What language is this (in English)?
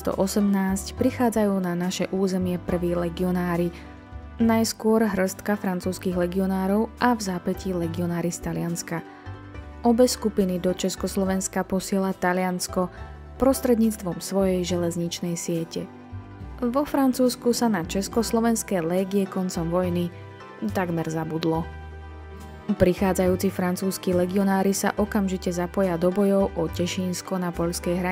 Slovak